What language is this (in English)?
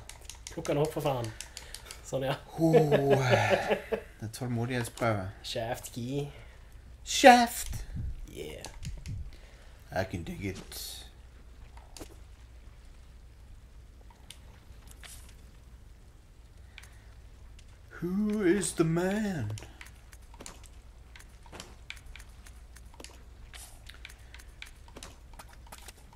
Norwegian